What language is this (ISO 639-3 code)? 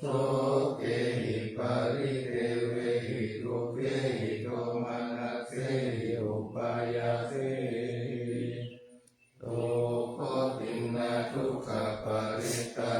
pli